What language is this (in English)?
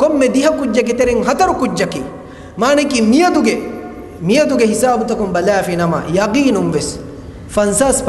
Divehi